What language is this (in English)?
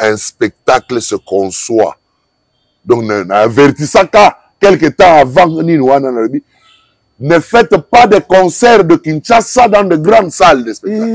Lingala